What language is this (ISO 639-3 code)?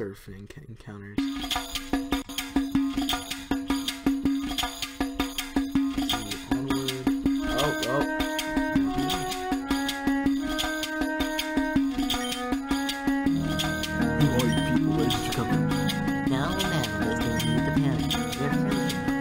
eng